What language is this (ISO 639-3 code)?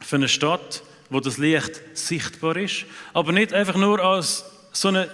gsw